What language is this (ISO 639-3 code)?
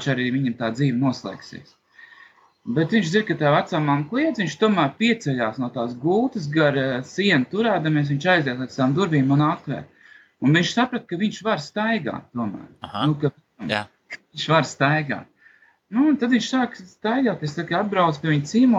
lav